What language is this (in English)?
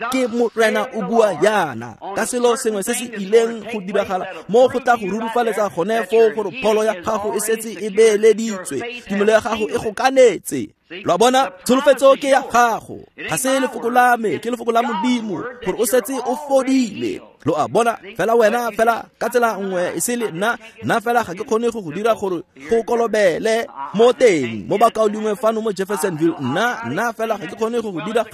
Tswana